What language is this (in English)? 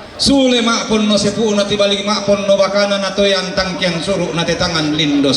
Toraja-Sa'dan